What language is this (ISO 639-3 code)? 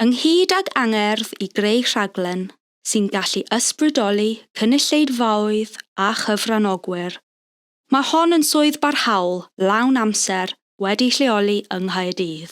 cym